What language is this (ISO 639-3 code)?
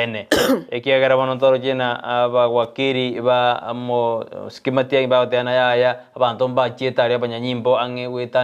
guz